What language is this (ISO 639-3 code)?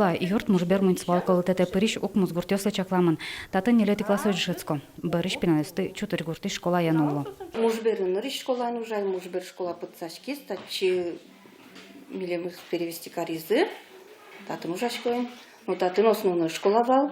udm